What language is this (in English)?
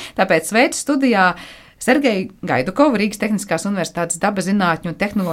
Latvian